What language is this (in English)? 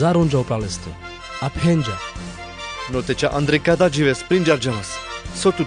Carpathian Romani